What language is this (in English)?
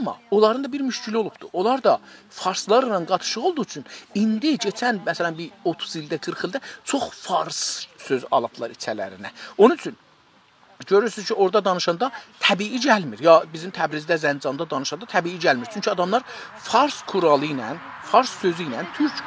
South Azerbaijani